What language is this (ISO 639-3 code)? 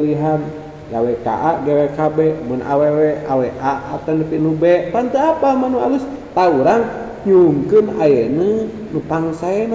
sun